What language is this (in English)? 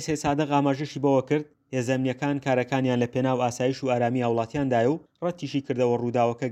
Central Kurdish